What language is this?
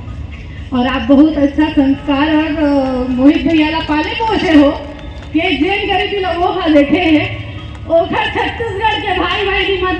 Chhattisgarhi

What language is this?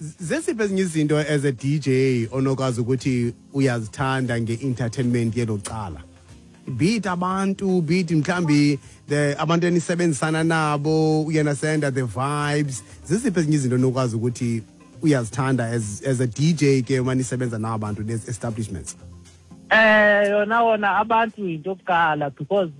Xhosa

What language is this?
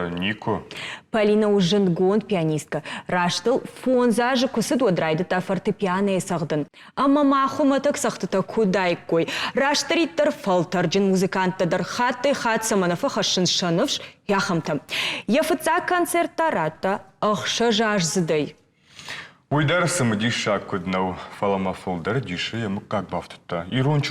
Ossetic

